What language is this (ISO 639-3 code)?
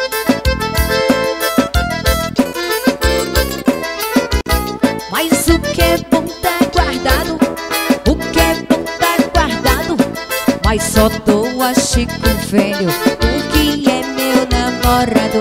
por